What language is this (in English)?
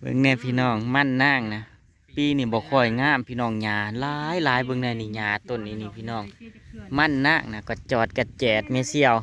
Northeastern Thai